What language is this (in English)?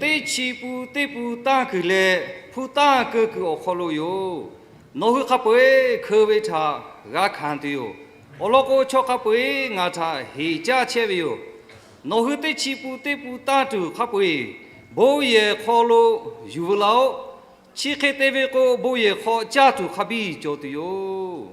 Lahu